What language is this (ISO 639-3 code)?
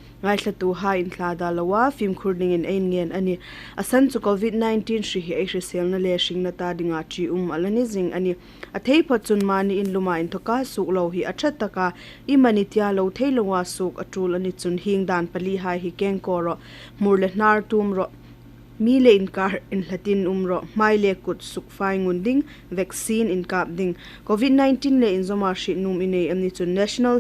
hmr